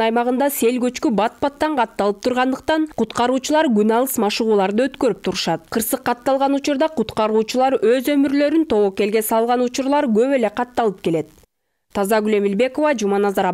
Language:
Kyrgyz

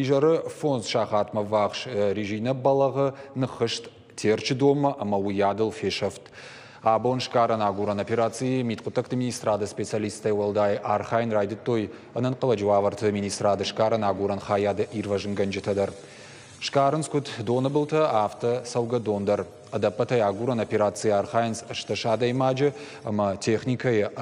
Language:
Ossetic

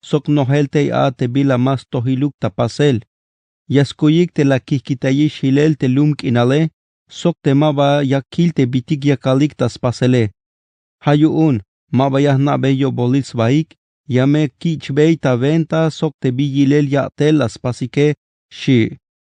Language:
Tzeltal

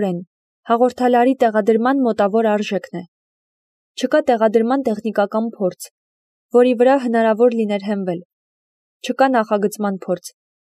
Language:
Armenian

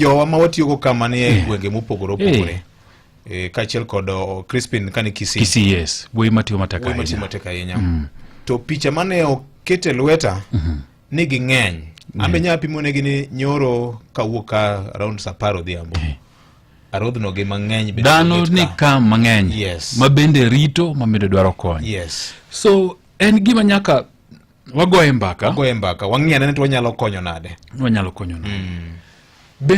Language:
Luo (Kenya and Tanzania)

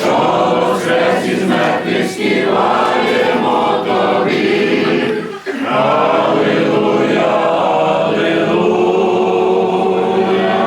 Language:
Rusyn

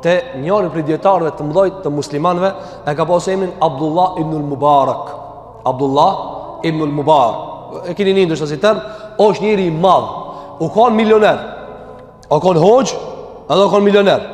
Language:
Albanian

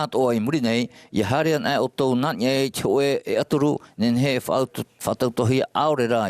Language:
Tahitian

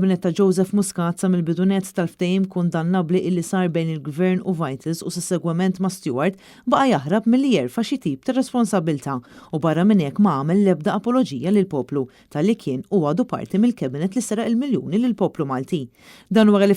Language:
Maltese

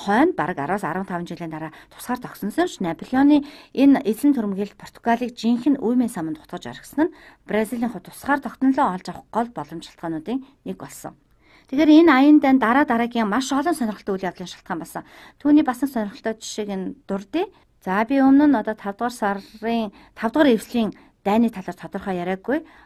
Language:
Mongolian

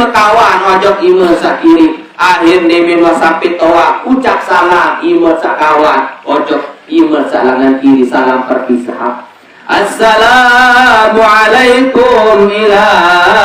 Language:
Sasak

